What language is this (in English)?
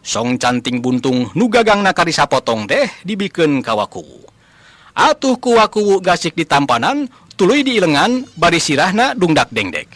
Sundanese